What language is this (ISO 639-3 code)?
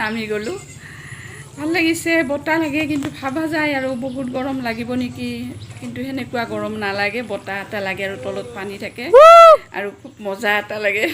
asm